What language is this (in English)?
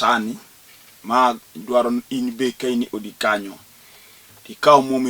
Luo (Kenya and Tanzania)